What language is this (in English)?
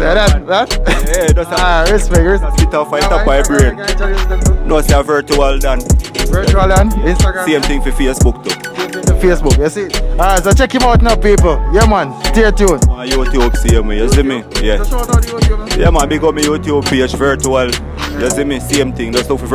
Jamaican Creole English